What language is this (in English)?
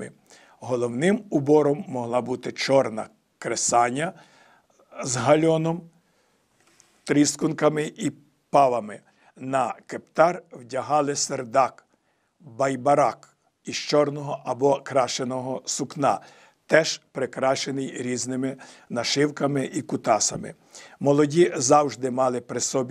Ukrainian